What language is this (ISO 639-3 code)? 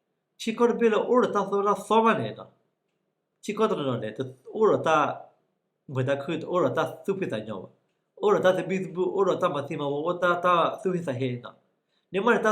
ksw